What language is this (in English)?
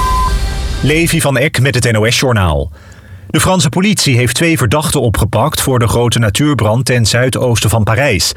Dutch